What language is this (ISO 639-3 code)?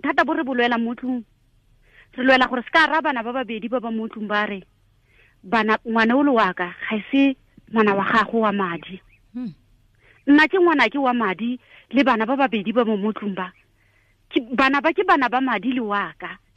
tsn